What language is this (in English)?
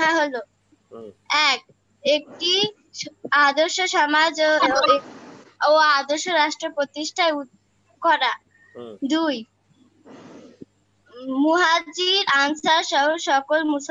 Bangla